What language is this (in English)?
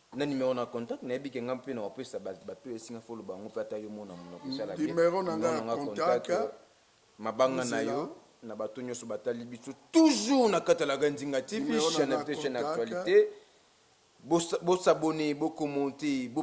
Lingala